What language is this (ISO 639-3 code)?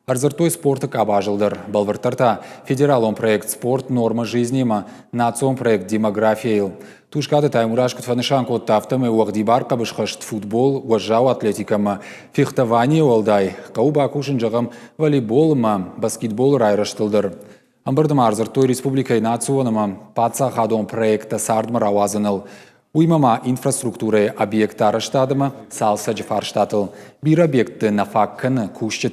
oss